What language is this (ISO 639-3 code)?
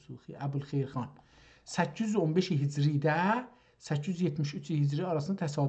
azb